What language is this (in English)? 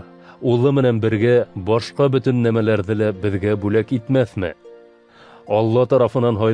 Bashkir